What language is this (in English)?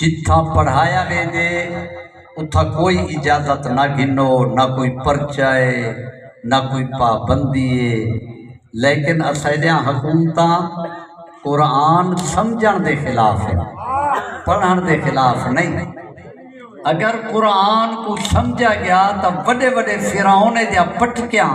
Saraiki